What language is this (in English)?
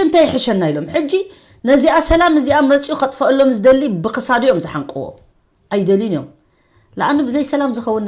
Tigrinya